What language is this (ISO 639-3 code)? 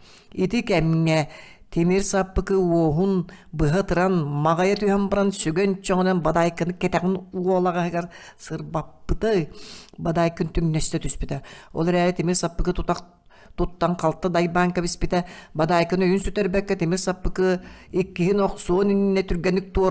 sah